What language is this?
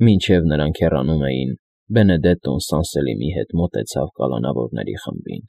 Armenian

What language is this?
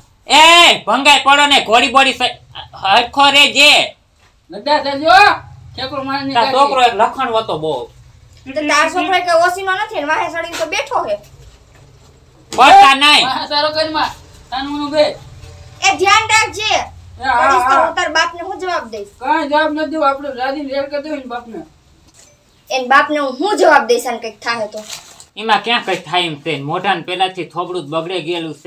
Gujarati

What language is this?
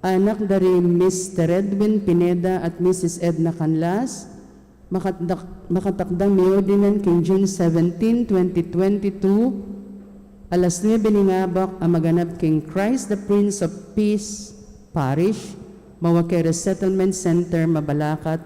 Pampanga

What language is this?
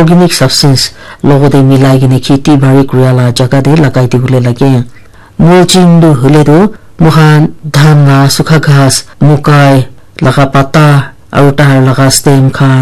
Naga Pidgin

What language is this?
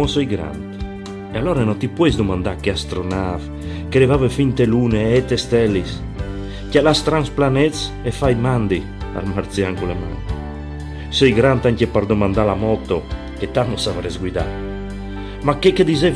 Friulian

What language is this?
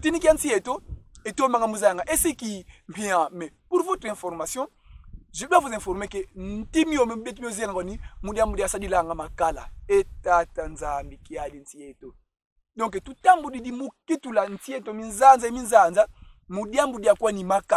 Kongo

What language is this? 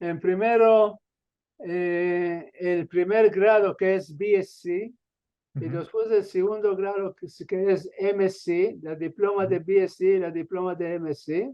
Ladino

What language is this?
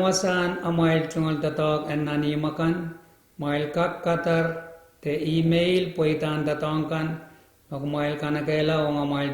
Pohnpeian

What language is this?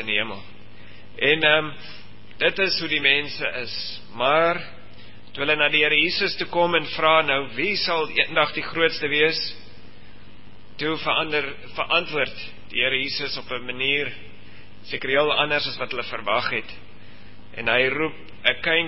Afrikaans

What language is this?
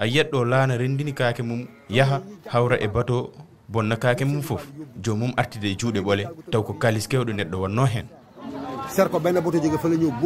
Fula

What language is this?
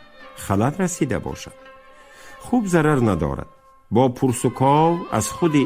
Tajik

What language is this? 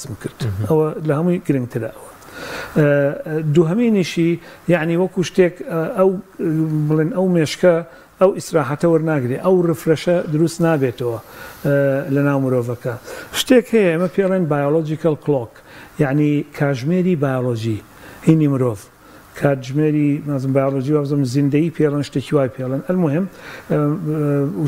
Central Kurdish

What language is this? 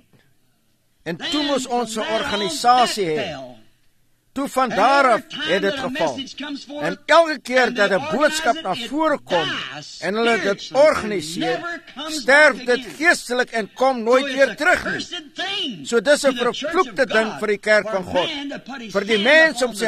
Afrikaans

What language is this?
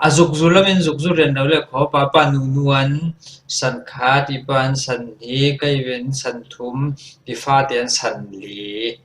Falam Chin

